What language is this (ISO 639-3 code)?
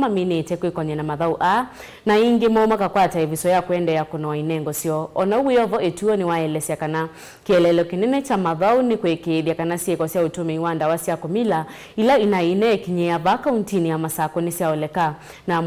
kam